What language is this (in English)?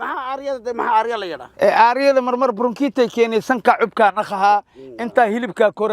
Somali